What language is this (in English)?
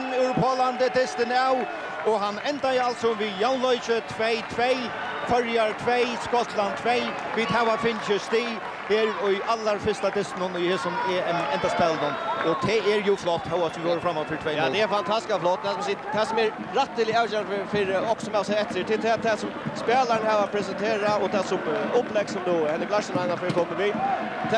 Faroese